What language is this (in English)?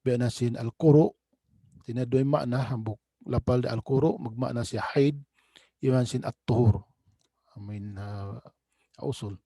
Tausug